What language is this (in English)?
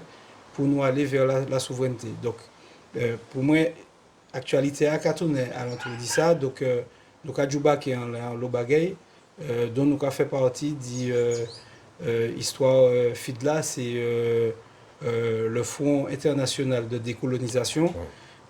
Guadeloupean Creole French